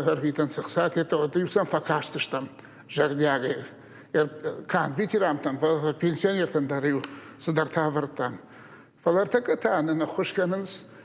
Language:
Ossetic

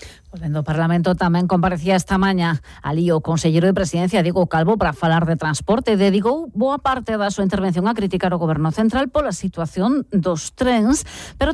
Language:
Galician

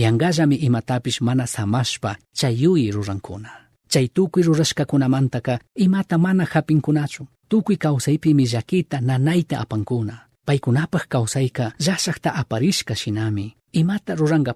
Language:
Chimborazo Highland Quichua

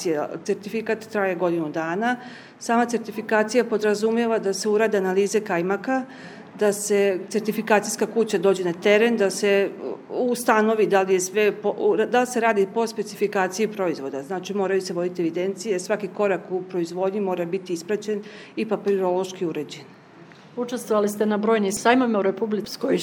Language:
Serbian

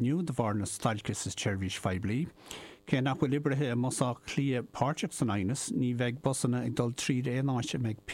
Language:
Irish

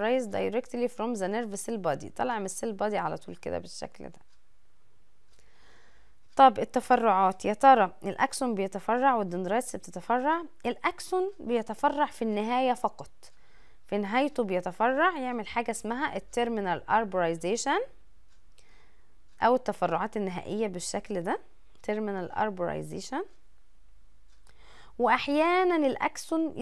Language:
Egyptian Arabic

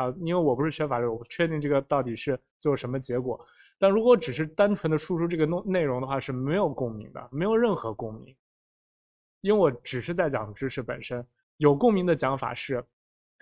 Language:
Chinese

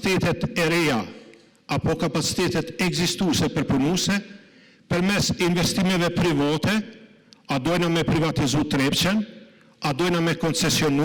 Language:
Albanian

